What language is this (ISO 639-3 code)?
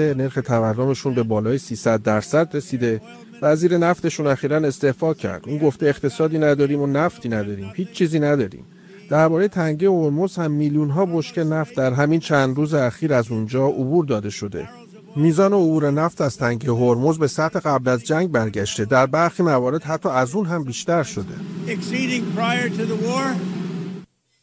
fas